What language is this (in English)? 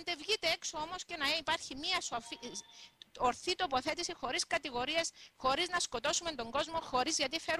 Greek